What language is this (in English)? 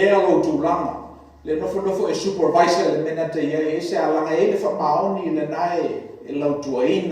Samoan